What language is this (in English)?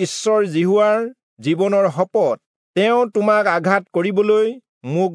Assamese